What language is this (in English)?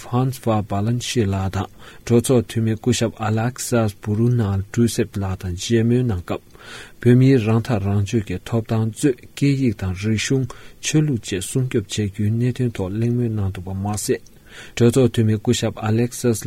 Tibetan